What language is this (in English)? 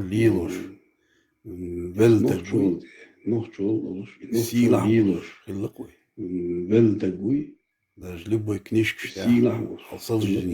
Chechen